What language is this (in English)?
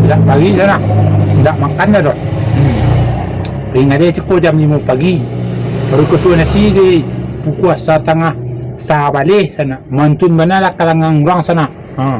Minangkabau